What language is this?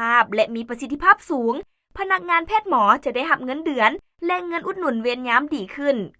Lao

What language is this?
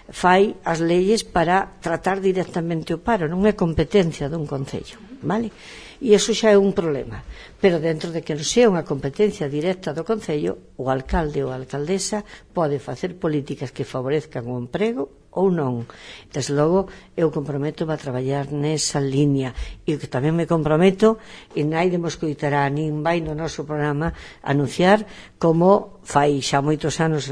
Galician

